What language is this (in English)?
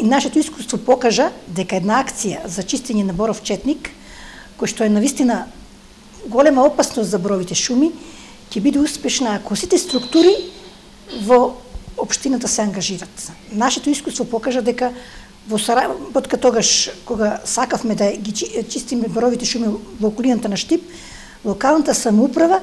Macedonian